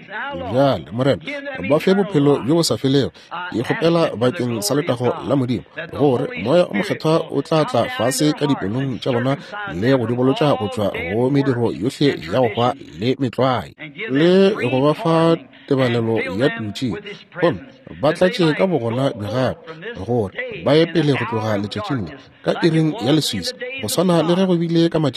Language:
Northern Sotho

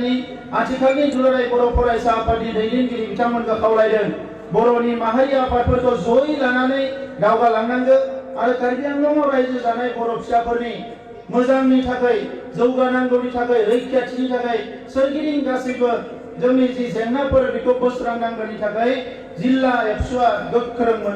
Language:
Bodo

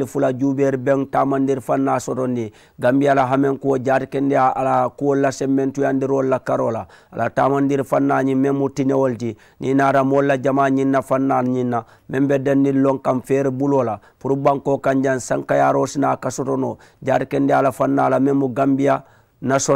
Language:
Mandingo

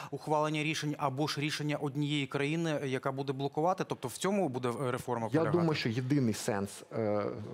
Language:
Ukrainian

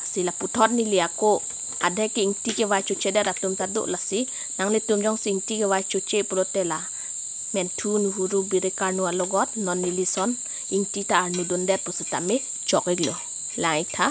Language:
Karbi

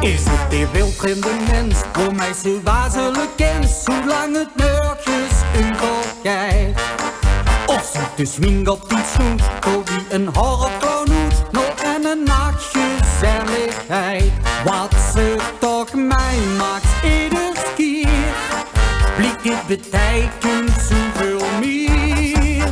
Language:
Limburgish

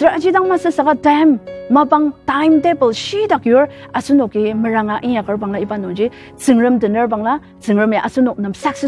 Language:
Ao Naga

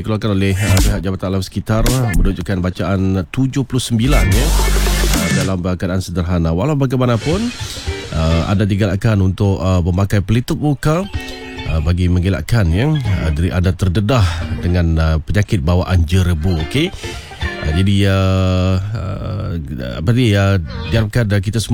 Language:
Malay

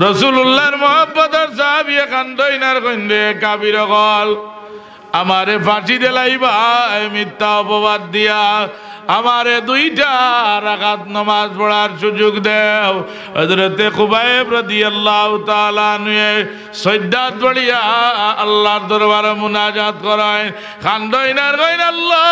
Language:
Sylheti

